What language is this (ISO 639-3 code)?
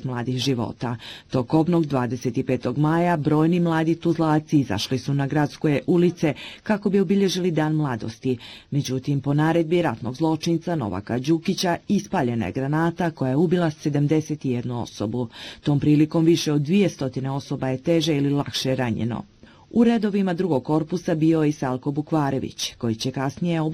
bos